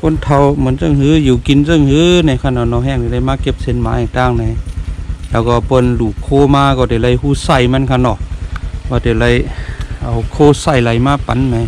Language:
Shan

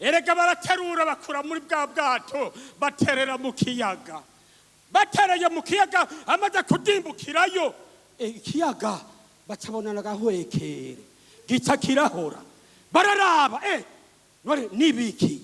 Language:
Rundi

